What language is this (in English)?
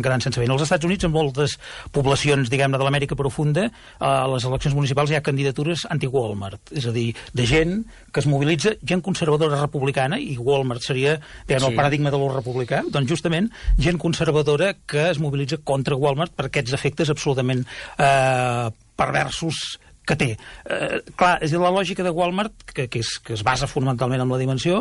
Catalan